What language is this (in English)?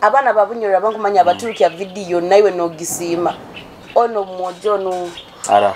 Nyoro